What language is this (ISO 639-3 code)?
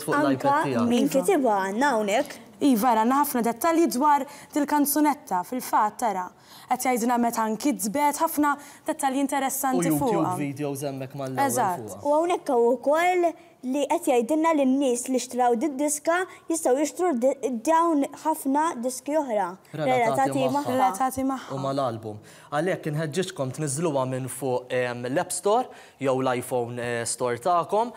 mlt